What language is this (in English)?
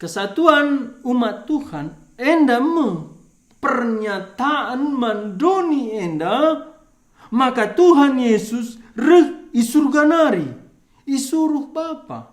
Batak Karo